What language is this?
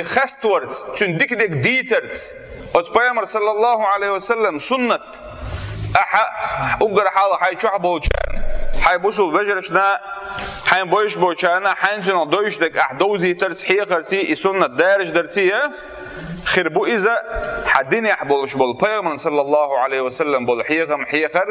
Chechen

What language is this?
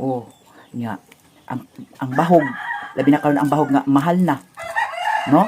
Cebuano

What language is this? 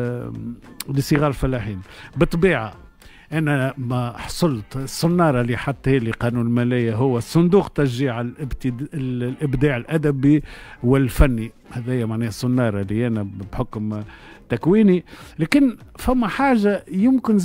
Tunisian Arabic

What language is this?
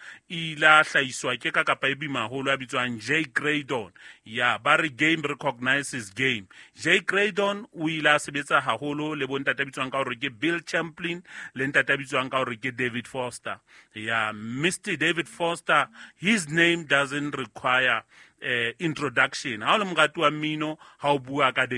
Southern Sotho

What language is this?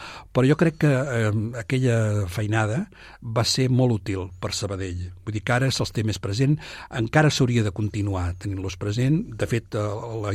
Catalan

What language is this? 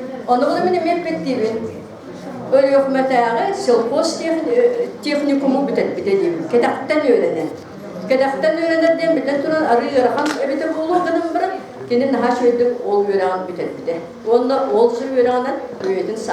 Yakut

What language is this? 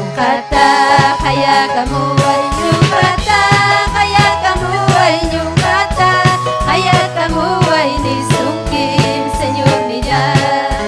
Ayacucho Quechua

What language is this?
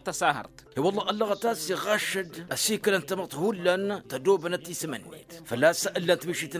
Tamasheq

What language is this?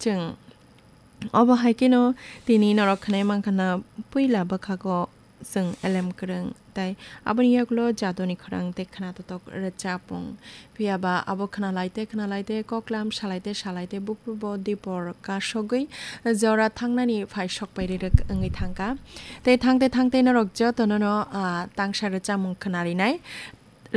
Kok Borok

